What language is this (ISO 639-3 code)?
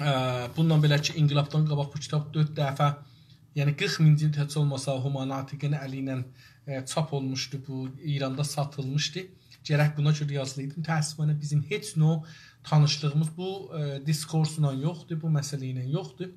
azb